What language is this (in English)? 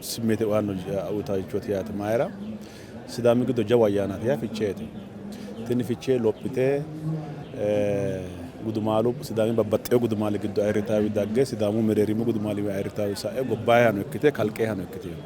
Sidamo